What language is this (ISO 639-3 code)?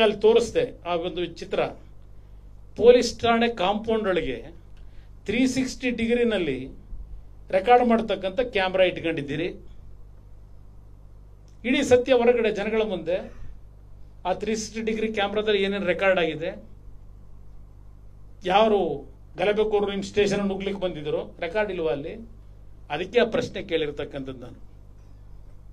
kan